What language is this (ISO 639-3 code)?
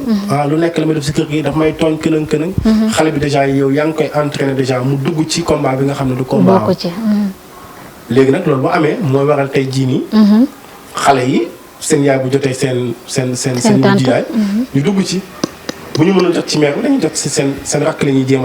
wol